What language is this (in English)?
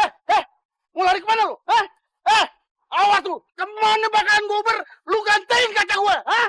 Betawi